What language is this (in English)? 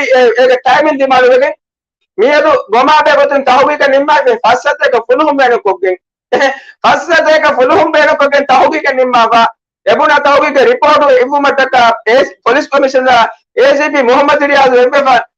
Divehi